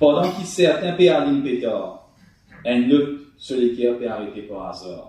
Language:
Morisyen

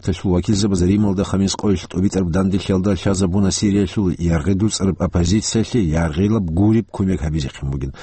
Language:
Avaric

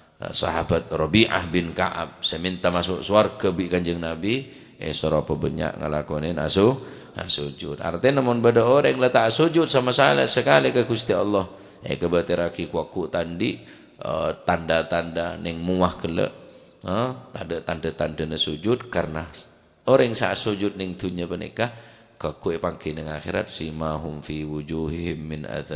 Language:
Madurese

